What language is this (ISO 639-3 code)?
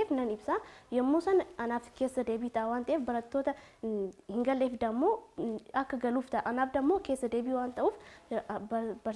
orm